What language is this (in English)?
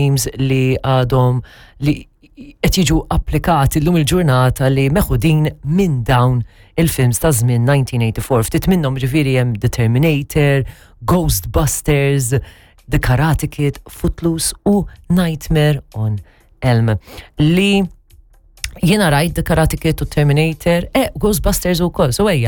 Maltese